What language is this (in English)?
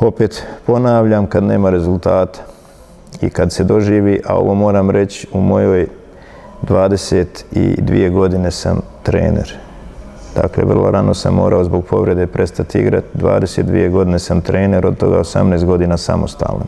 Bosnian